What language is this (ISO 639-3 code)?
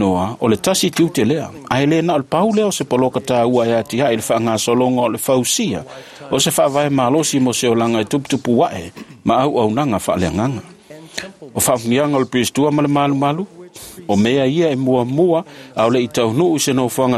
smo